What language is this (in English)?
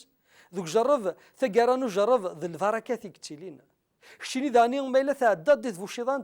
Kabyle